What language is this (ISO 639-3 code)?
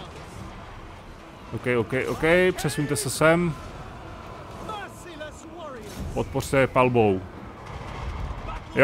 ces